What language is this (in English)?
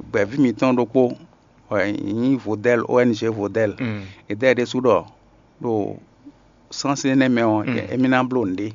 Fon